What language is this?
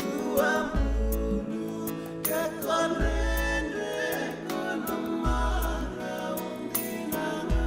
Fijian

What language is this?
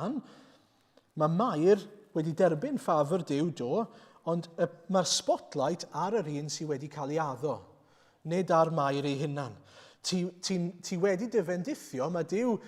Welsh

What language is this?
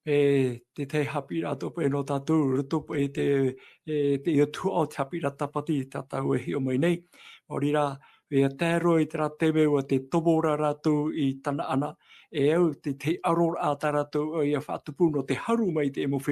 Tahitian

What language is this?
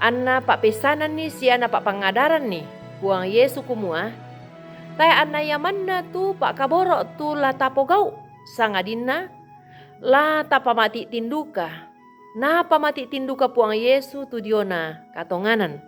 Toraja-Sa'dan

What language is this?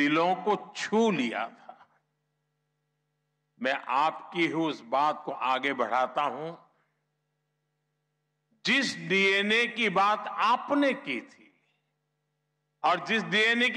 Hindi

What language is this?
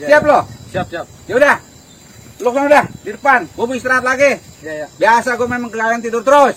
Betawi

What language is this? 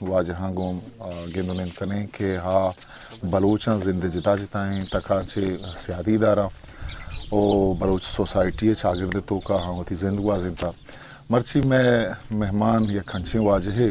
Eastern Balochi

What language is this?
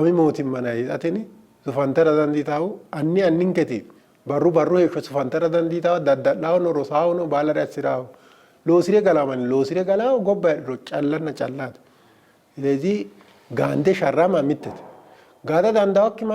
Sidamo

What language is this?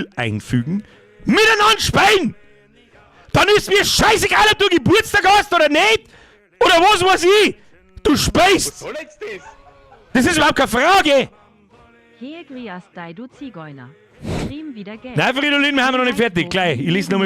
Bavarian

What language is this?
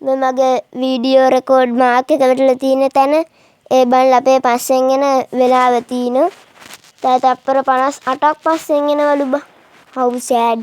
Sinhala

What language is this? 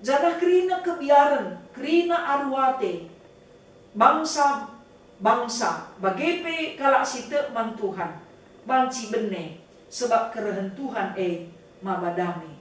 Batak Karo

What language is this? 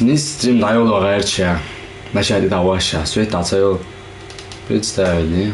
Chechen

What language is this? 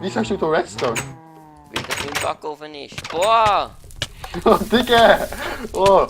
Swiss German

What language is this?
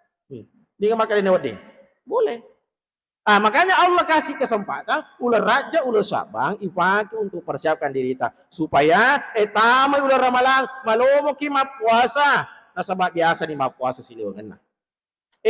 Buginese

